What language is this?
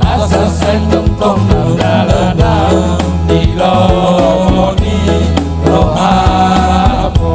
Batak Toba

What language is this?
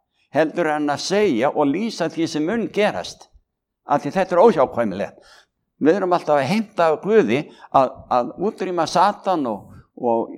Icelandic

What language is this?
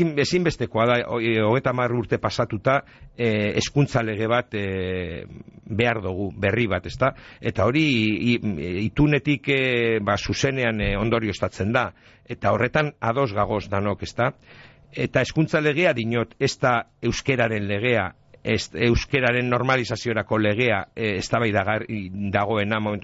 Basque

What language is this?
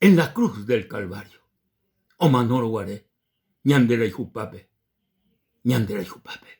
Guarani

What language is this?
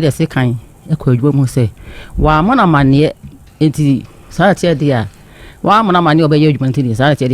Akan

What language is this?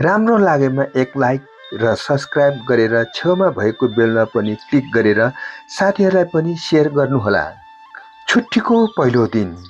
Nepali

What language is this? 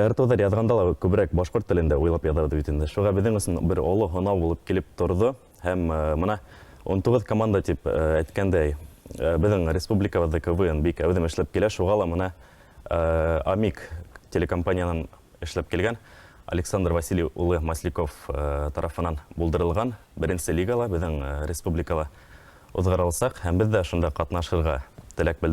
Bashkir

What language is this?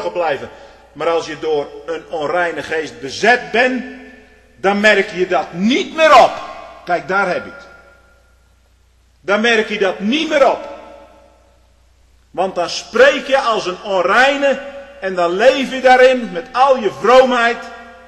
Dutch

